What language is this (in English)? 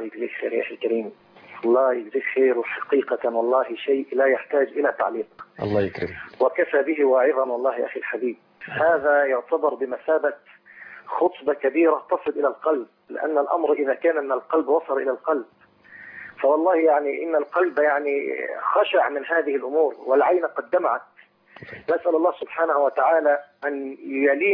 Arabic